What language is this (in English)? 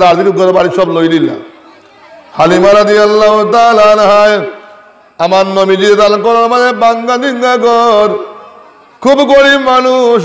Sylheti